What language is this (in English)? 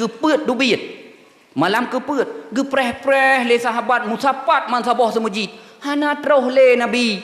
Achinese